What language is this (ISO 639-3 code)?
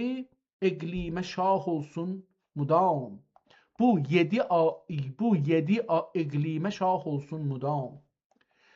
azb